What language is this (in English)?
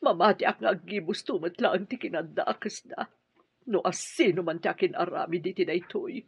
Iloko